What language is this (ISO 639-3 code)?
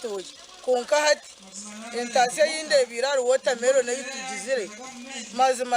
nyn